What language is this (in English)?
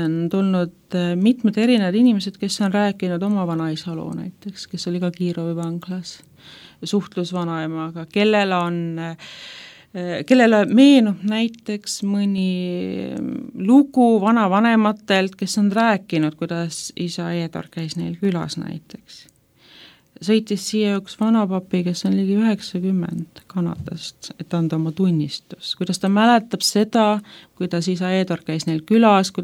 Estonian